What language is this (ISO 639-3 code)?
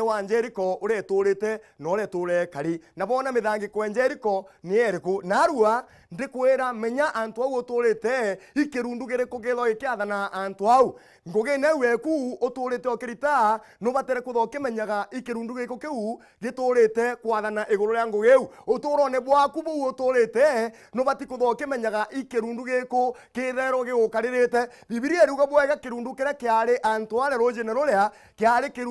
mer